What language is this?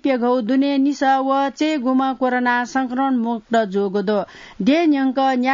Newari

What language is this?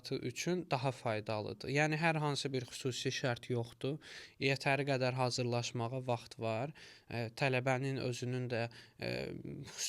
Azerbaijani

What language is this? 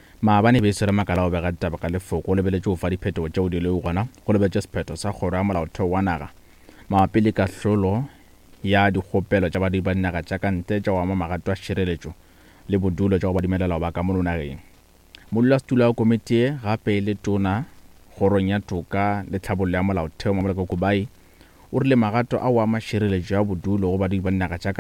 Northern Sotho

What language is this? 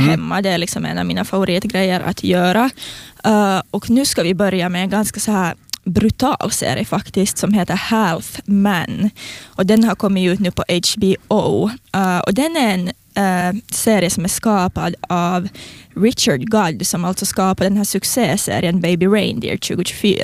Swedish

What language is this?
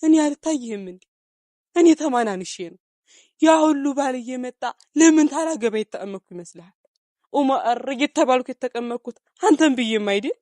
Amharic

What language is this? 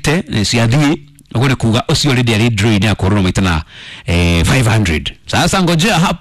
Kikuyu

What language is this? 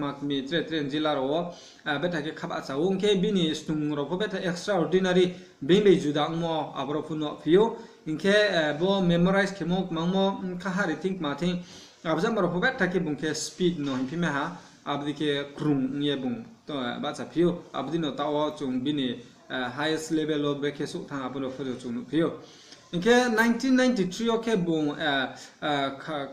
Riang (India)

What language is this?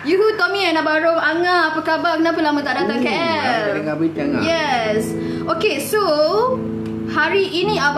Malay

